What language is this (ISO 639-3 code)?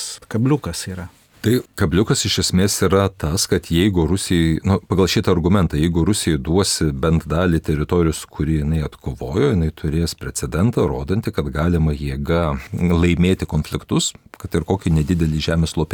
lit